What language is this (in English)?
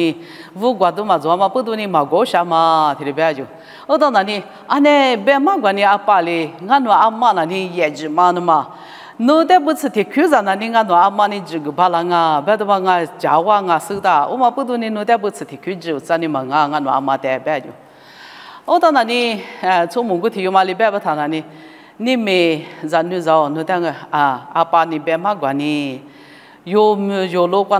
Lisu